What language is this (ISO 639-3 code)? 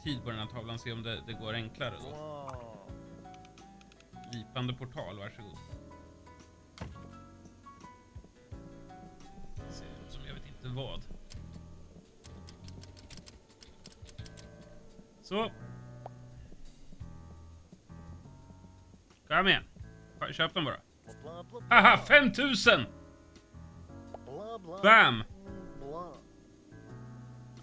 swe